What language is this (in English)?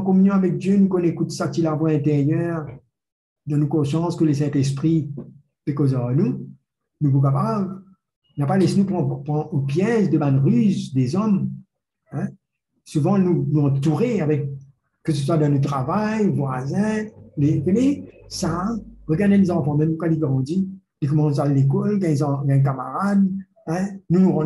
Morisyen